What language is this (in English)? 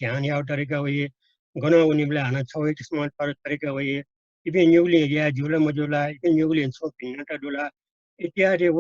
Newari